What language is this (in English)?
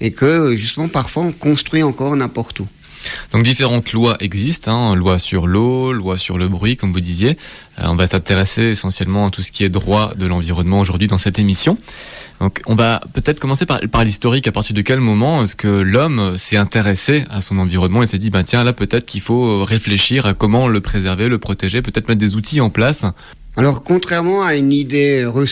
French